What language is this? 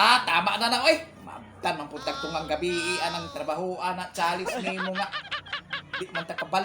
Cebuano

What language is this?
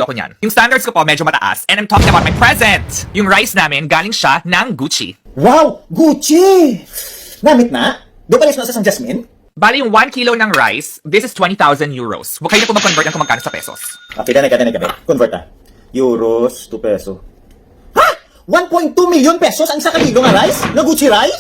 Hiligaynon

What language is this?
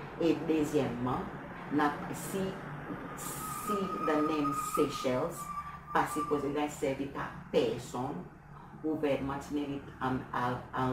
Seselwa Creole French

